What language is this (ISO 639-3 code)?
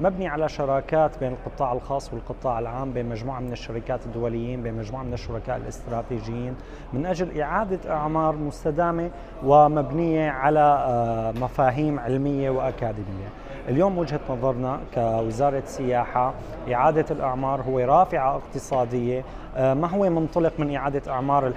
ara